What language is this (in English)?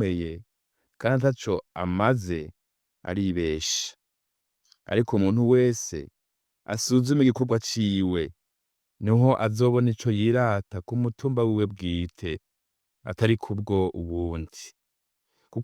Rundi